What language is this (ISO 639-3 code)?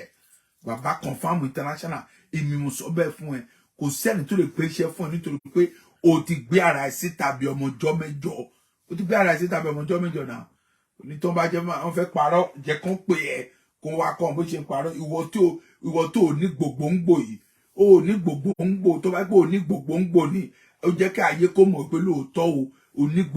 yor